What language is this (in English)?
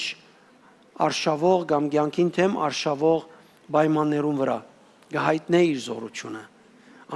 Western Armenian